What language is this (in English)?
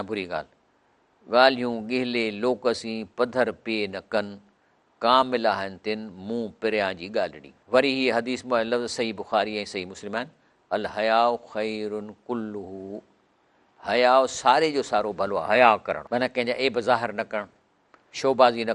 Sindhi